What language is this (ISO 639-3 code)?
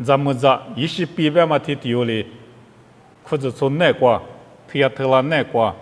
lis